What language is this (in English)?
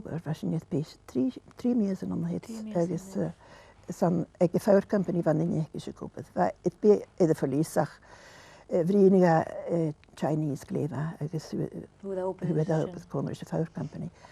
Scottish Gaelic